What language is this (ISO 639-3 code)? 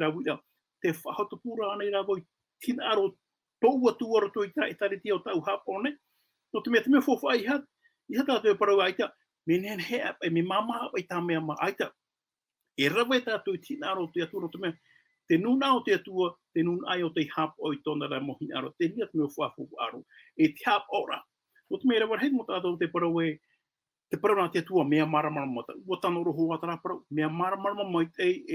tah